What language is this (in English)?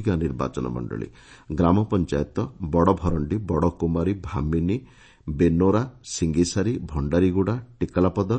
Odia